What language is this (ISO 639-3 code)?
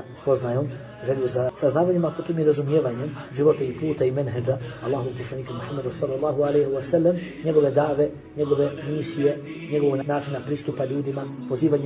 bos